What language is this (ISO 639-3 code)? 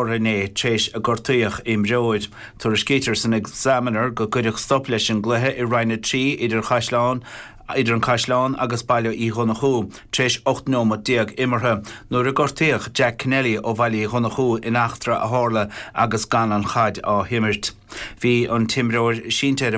gle